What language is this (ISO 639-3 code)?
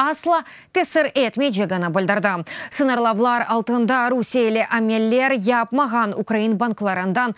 crh